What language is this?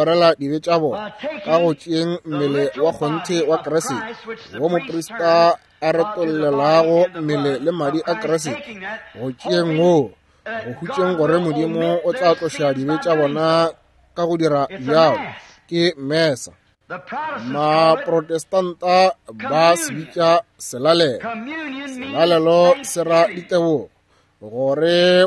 Northern Sotho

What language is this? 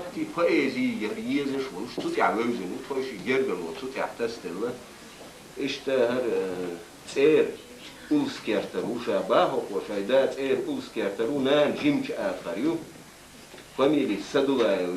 Chechen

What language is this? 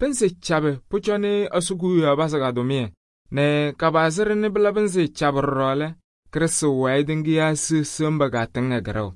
Kabiyè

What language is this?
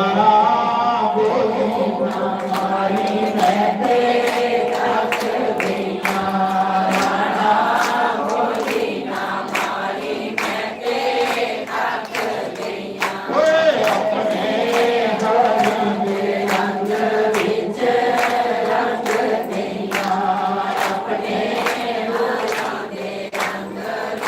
Dogri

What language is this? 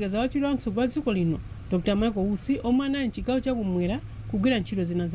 Nyanja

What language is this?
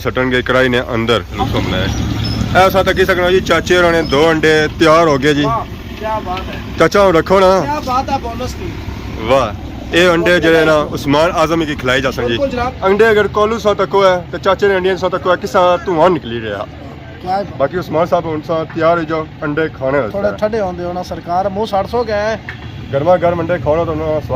Pahari-Potwari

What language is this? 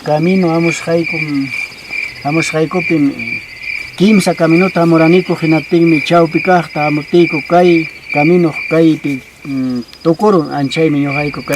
Quechua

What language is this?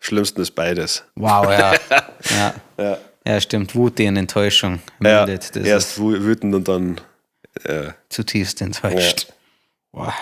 Bavarian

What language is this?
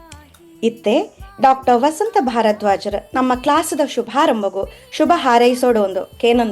Tulu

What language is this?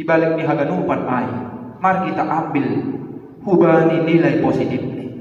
Batak Simalungun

